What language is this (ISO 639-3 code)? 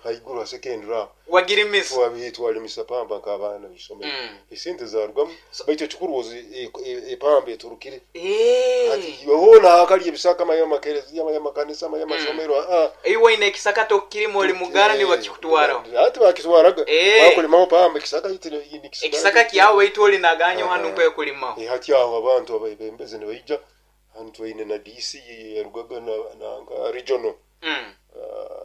nyo